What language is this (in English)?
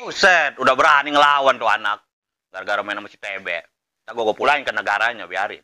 Betawi